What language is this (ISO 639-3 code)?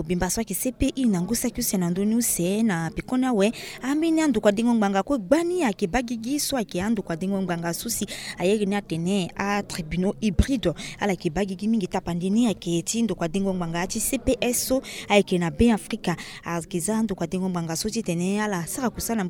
sag